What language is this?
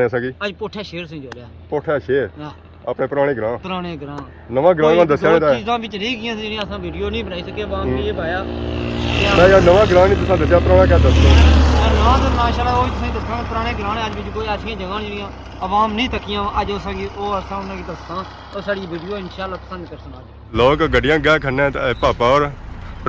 Pahari-Potwari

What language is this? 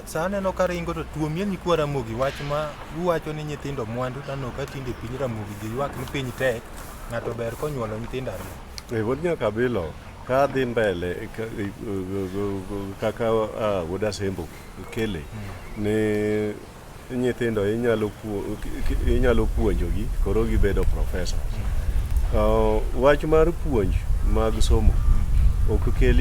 Luo (Kenya and Tanzania)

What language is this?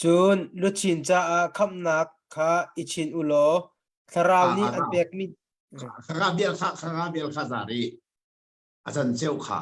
Hakha Chin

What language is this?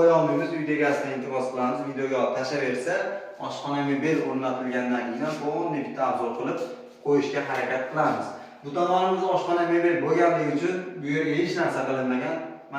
Uzbek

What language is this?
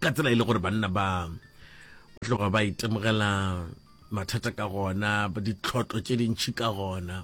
Northern Sotho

